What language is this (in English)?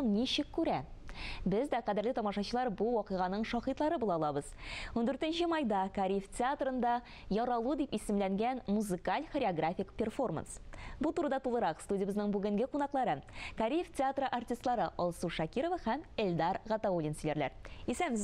Tatar